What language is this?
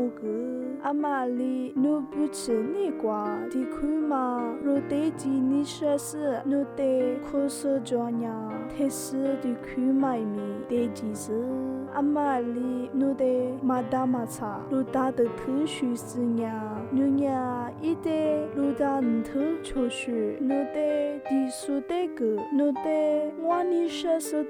Lisu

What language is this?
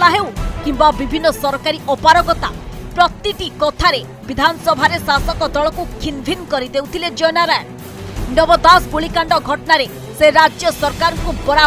Odia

